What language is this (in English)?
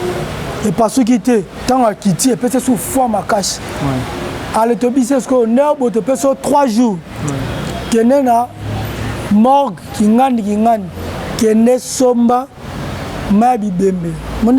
Lingala